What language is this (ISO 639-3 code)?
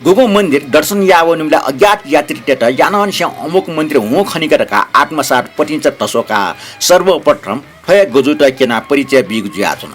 new